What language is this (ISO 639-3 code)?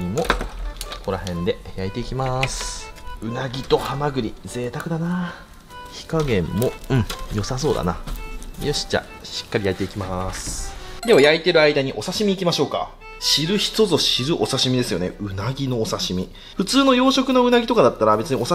jpn